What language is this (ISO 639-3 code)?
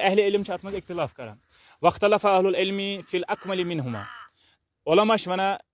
kas